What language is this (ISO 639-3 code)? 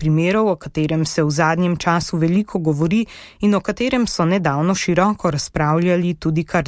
slv